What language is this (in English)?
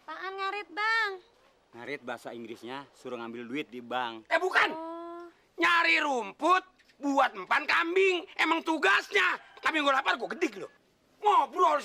Betawi